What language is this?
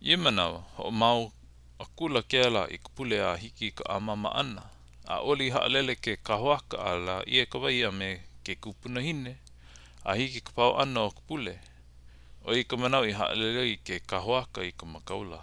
Hawaiian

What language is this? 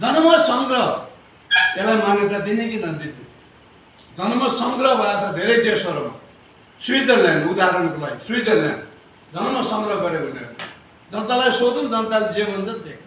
Nepali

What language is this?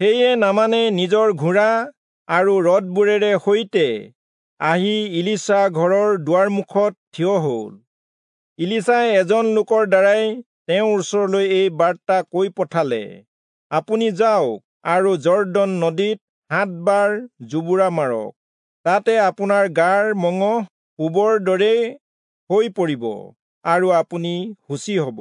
Assamese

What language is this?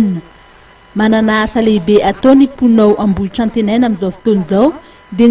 Malagasy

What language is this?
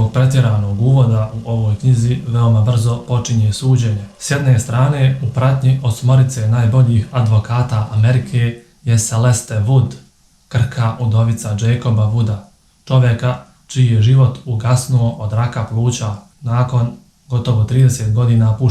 Bosnian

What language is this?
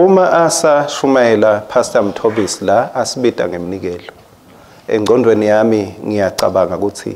Swati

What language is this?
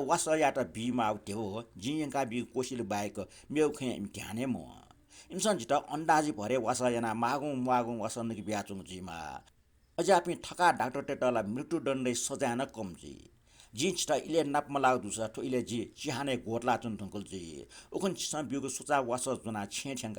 Newari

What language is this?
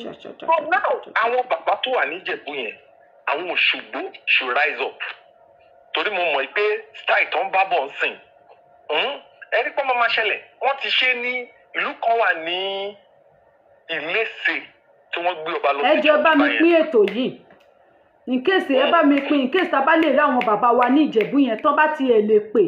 Yoruba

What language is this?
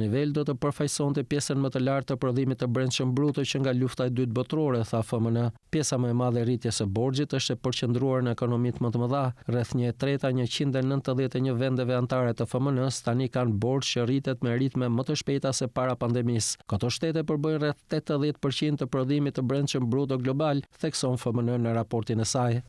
Albanian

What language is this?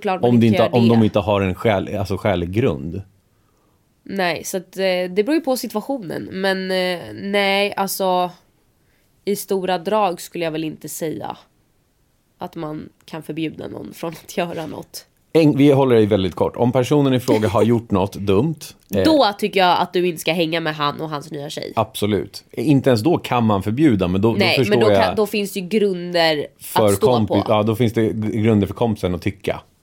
Swedish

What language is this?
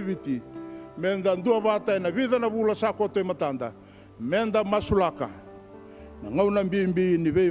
Fijian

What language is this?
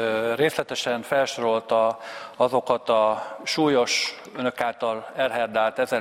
Hungarian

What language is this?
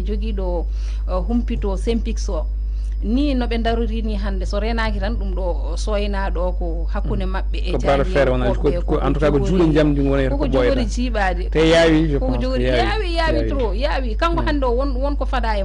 Fula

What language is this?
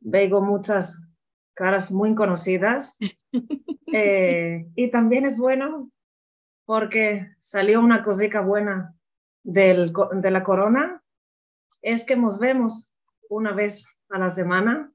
Ladino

